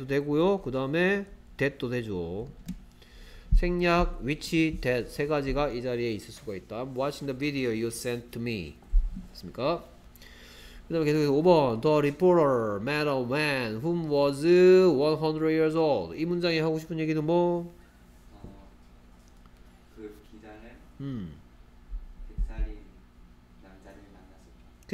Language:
Korean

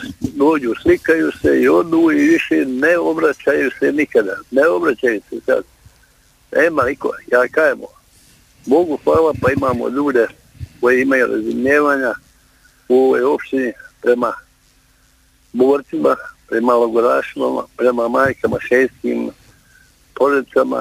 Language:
Bosnian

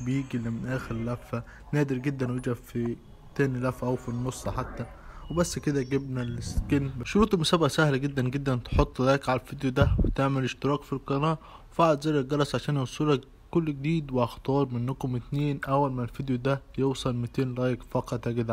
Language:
Egyptian Arabic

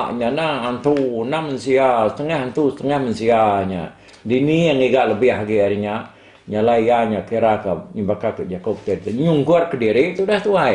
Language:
Iban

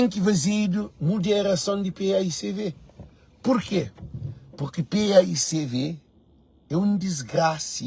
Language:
Kabuverdianu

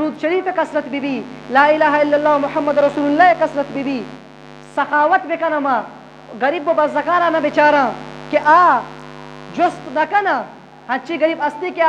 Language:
Eastern Balochi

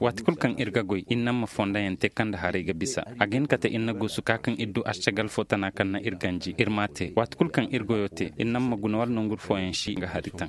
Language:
Koyraboro Senni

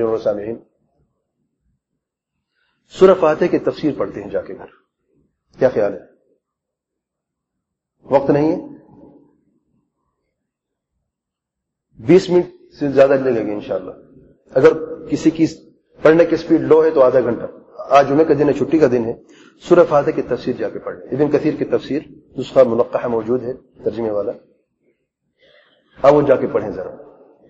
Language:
Urdu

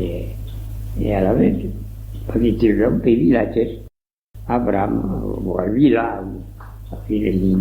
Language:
Occitan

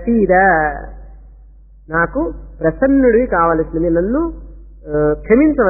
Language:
Telugu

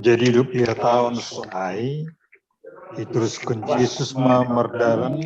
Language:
Batak Simalungun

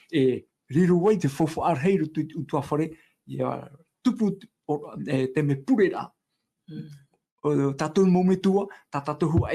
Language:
Tahitian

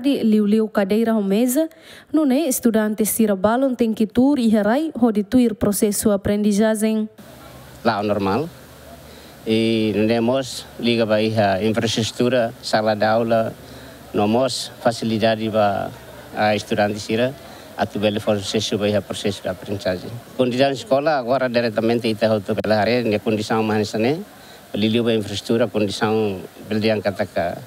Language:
Tetum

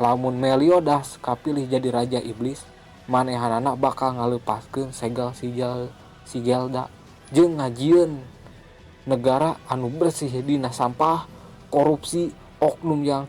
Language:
Sundanese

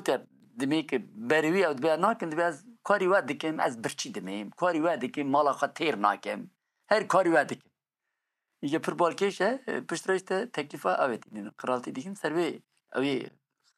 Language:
Kurdish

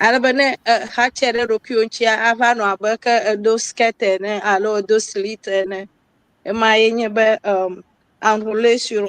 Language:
Ewe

